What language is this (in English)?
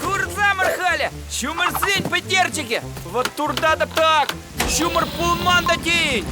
Chuvash